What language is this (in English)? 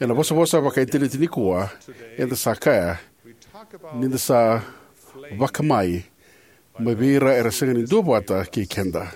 Fijian